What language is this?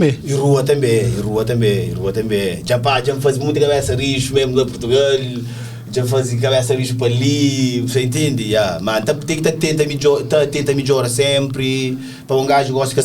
Kabuverdianu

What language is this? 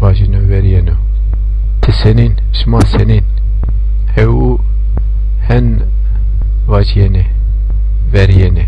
Zaza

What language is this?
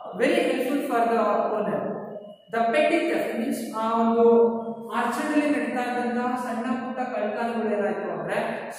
Kannada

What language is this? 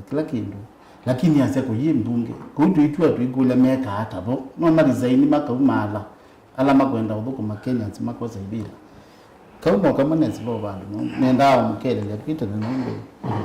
Kamba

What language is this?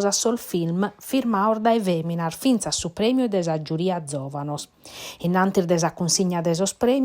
Sardinian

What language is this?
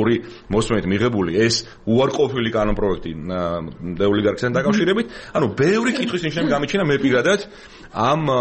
Georgian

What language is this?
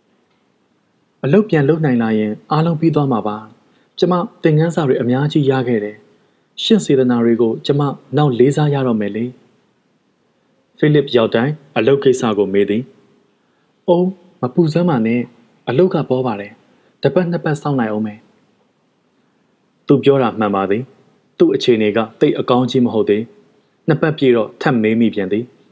Burmese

